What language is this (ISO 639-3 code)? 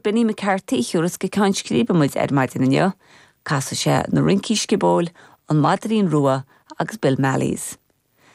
gle